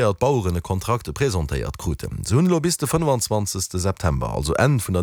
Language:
Luxembourgish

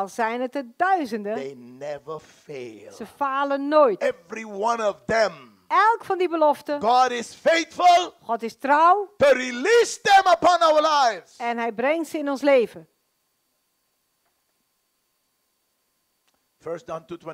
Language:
Dutch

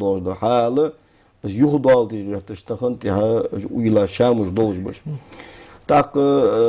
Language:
Ingush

